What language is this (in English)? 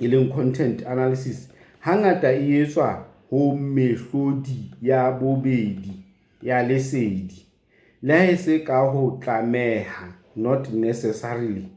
Southern Sotho